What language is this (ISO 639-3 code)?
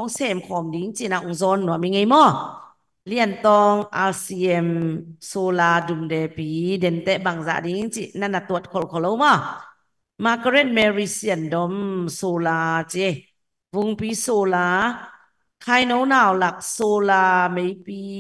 ctd